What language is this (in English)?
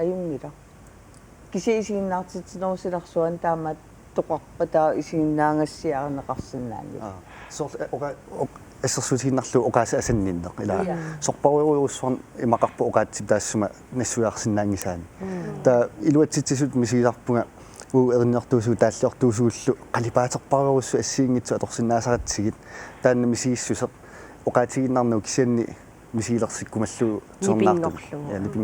Kalaallisut